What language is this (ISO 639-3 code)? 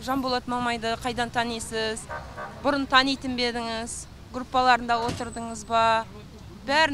kir